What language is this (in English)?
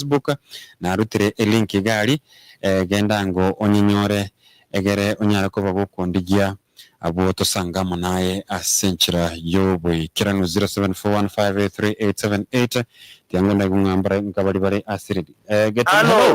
Gusii